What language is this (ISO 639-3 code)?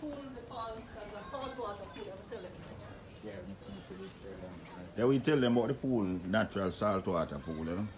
jam